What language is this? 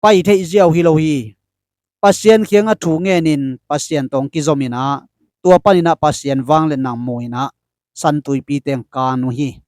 Tedim Chin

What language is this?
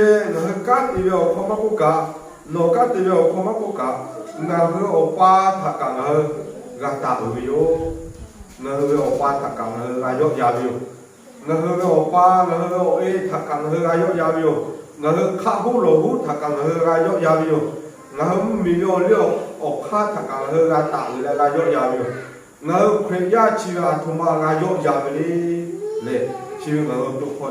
Lahu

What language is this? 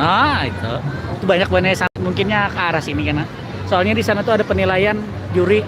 Banjar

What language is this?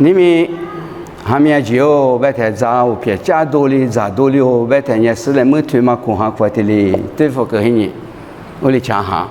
Lisu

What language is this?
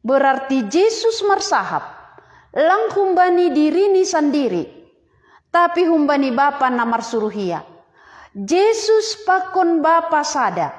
Batak Simalungun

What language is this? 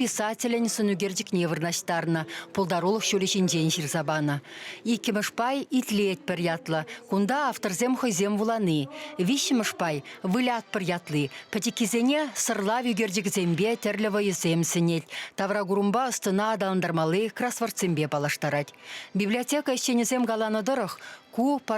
Chuvash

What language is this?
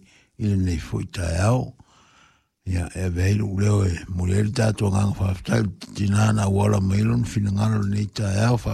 Samoan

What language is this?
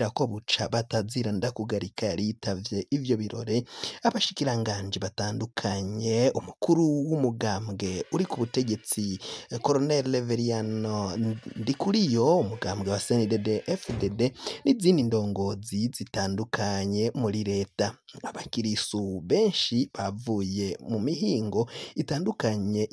Rundi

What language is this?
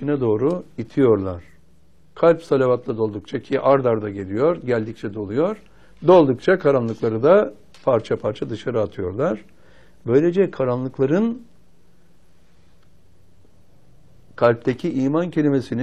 Turkish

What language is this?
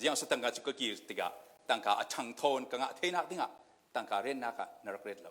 Falam Chin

